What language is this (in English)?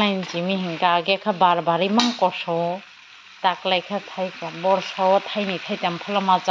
Kok Borok